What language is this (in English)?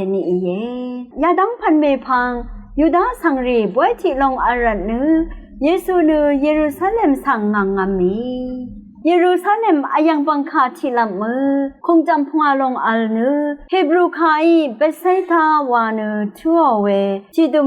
Rawang